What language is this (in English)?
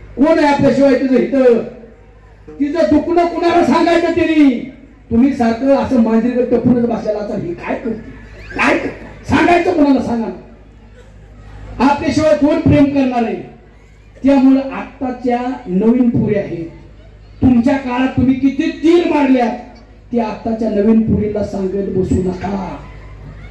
Marathi